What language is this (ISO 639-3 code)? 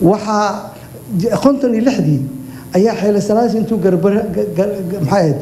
som